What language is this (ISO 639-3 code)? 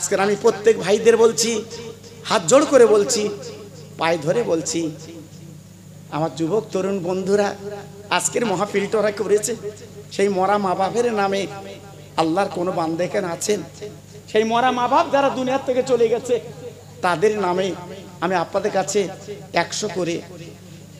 ben